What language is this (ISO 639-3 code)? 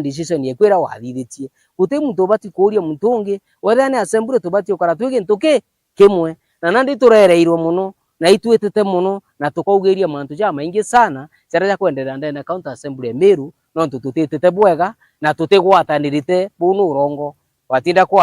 mer